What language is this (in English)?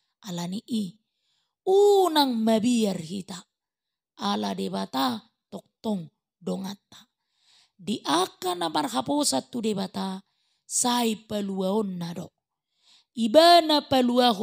Batak Toba